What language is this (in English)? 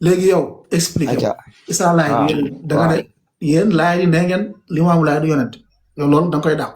Wolof